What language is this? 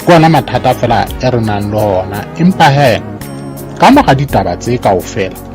Southern Sotho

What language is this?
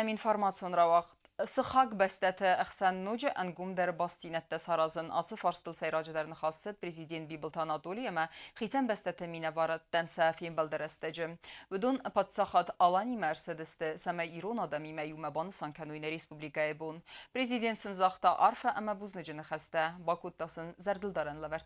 Ossetic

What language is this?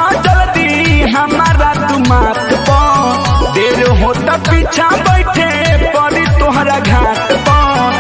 Bhojpuri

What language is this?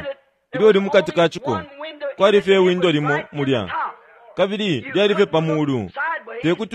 Bemba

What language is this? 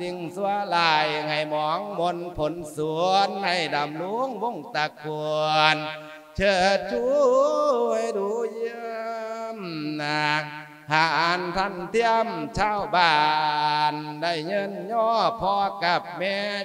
Lao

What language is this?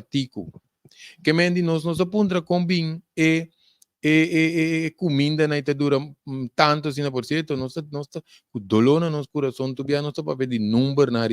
Papiamento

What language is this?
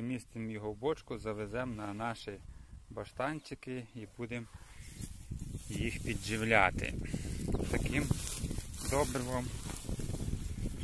Ukrainian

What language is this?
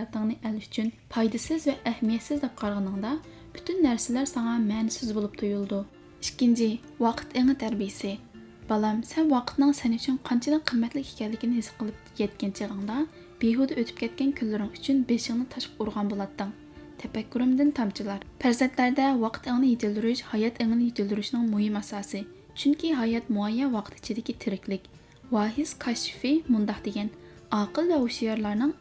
Uyghur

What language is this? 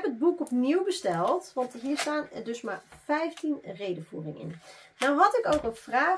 Dutch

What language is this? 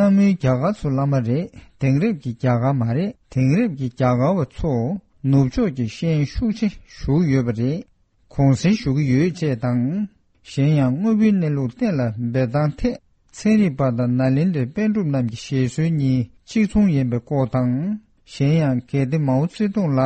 Tibetan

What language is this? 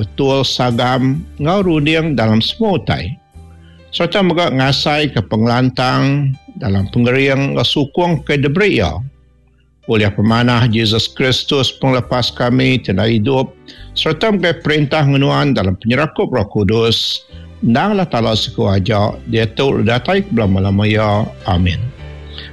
Iban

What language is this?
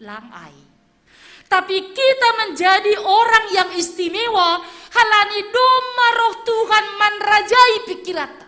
Batak Simalungun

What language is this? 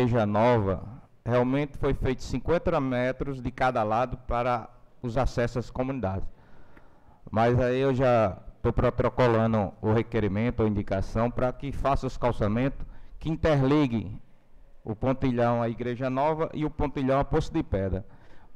Portuguese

